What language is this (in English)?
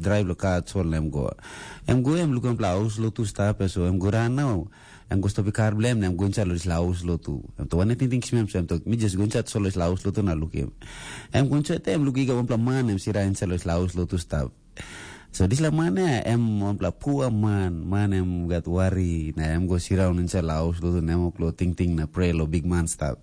Tok Pisin